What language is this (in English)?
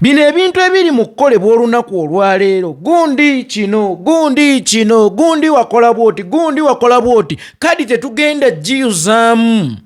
Ganda